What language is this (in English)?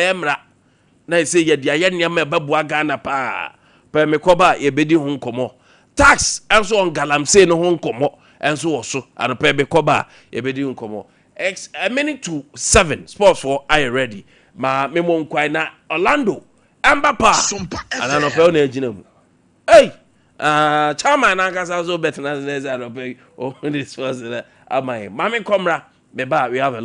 Akan